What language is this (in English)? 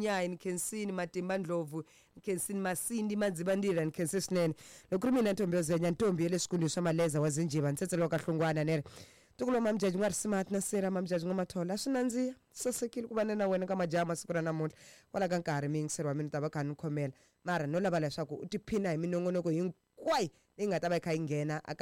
Tsonga